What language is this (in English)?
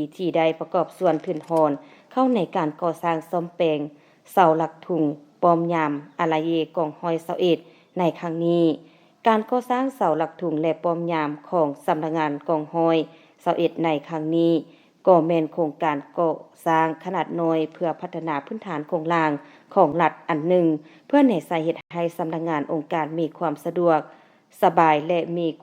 Lao